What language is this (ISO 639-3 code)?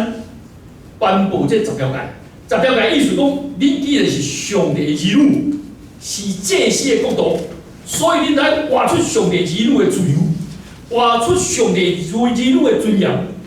nan